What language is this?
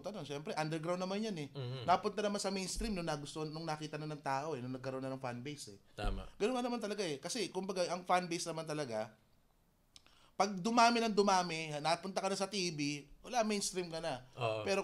Filipino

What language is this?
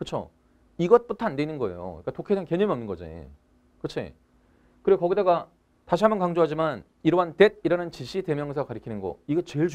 Korean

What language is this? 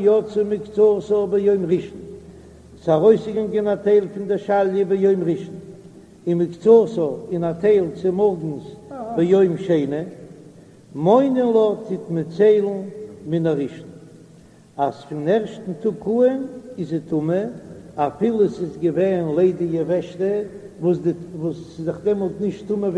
Yiddish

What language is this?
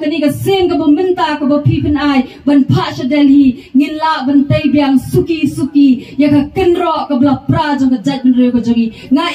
Khasi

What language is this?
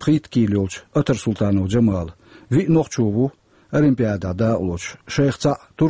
Chechen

